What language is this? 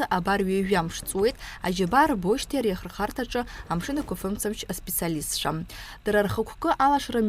Abkhazian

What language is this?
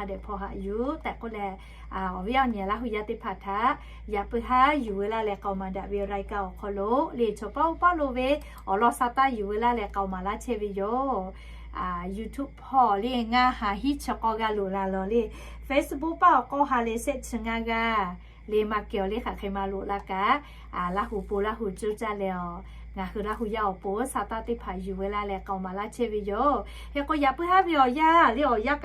Lahu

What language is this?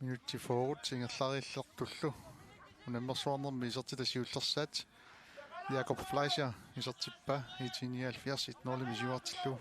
Kalaallisut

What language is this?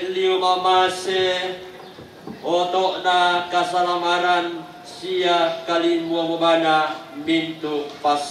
Toraja-Sa'dan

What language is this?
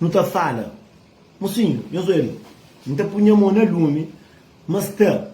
Kabuverdianu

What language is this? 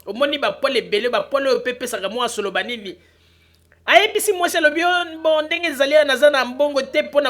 Lingala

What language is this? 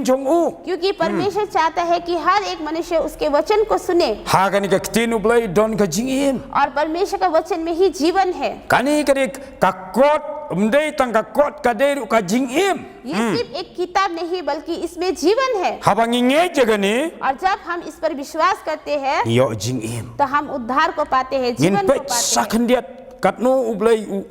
Khasi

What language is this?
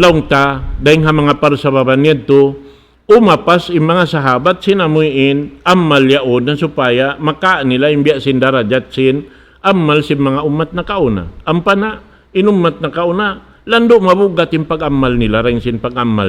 Tausug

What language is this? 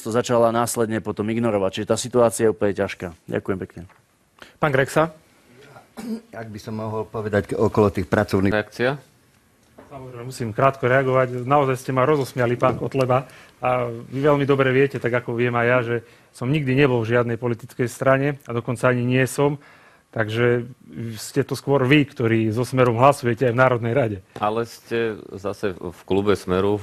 Slovak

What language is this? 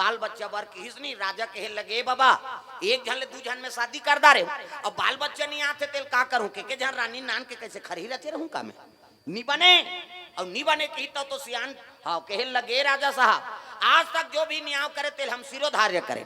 Chhattisgarhi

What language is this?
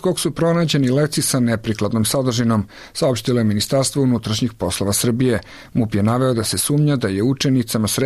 Serbian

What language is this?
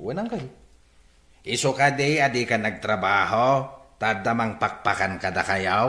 Iloko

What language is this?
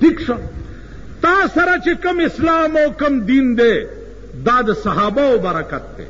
Pashto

